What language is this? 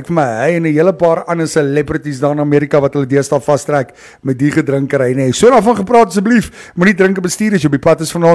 Afrikaans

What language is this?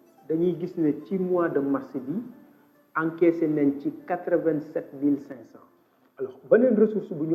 Wolof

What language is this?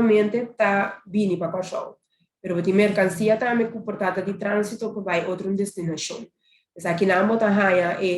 Papiamento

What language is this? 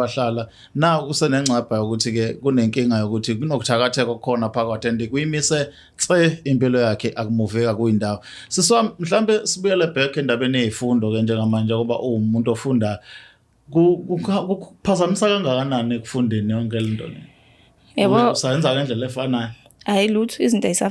Zulu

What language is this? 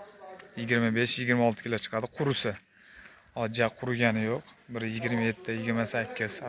Uzbek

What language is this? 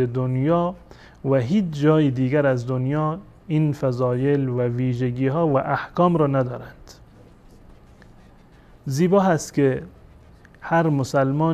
Persian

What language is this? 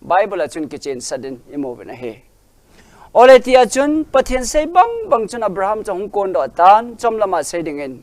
Thado Chin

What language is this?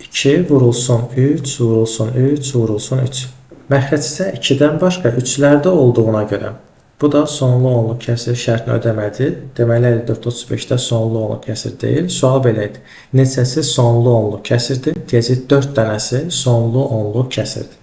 Azerbaijani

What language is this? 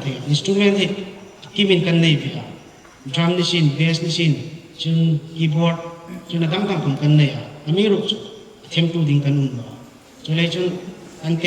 Hmar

